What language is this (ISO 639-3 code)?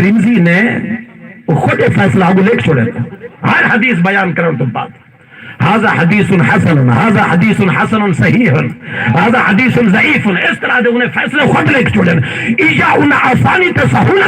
skr